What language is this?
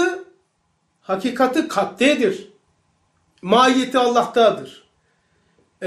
Turkish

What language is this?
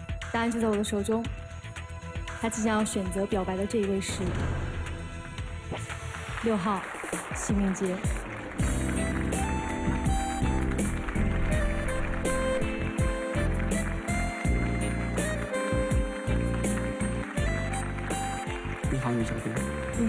Chinese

